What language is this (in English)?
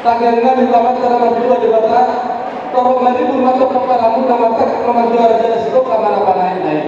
Batak Toba